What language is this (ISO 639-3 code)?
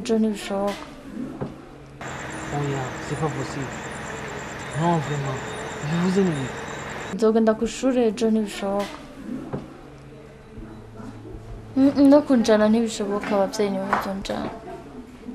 run